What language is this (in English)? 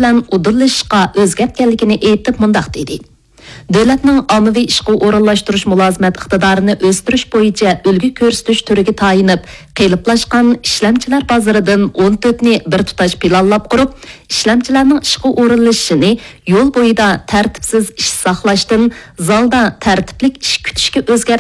Uyghur